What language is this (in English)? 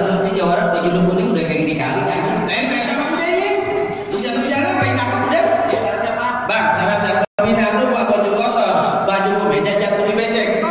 Betawi